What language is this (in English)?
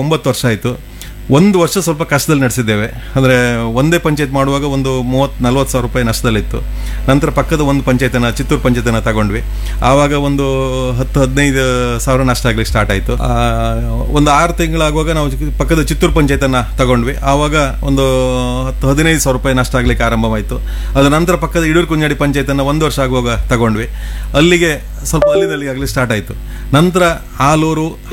Kannada